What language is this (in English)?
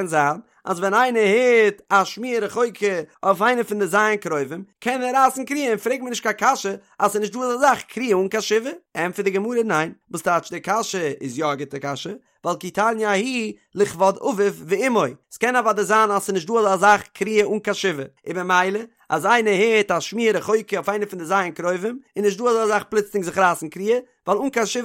Yiddish